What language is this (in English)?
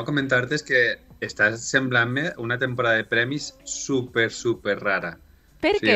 Catalan